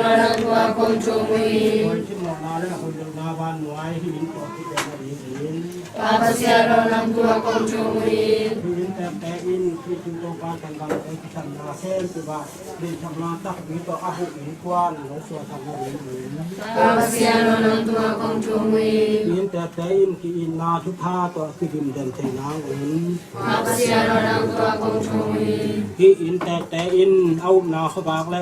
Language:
Tedim Chin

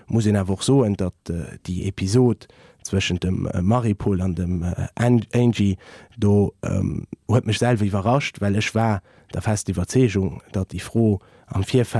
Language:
Luxembourgish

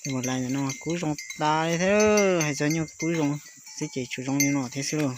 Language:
Hmong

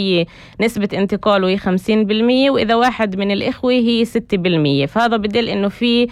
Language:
North Levantine Arabic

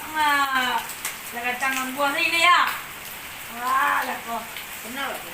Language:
Minangkabau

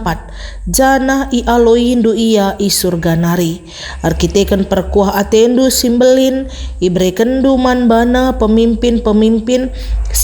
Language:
Batak Karo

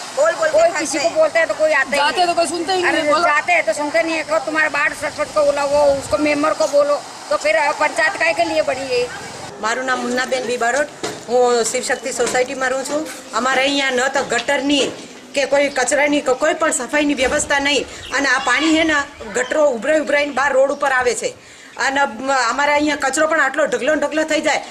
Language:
Gujarati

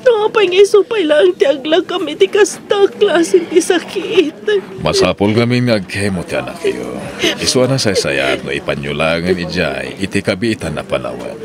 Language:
Iloko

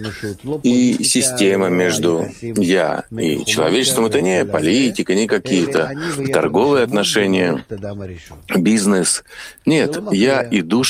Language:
Russian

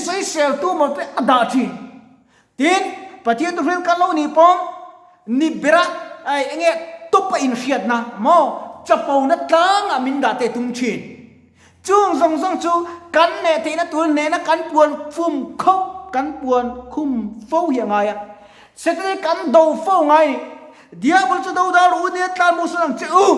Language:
Mizo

